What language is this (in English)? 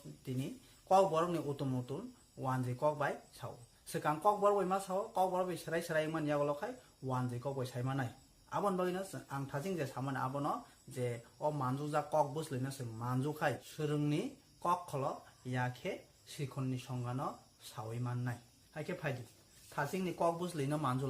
Kok Borok